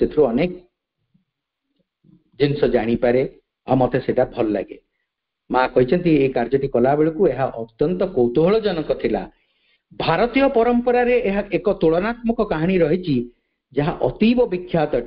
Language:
Odia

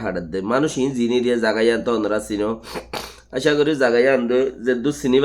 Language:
Rohingya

